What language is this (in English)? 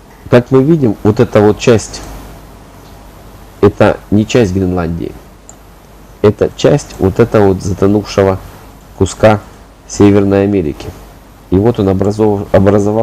Russian